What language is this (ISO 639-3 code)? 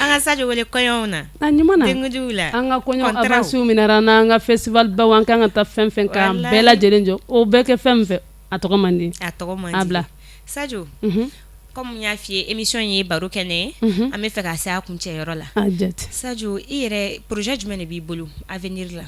bam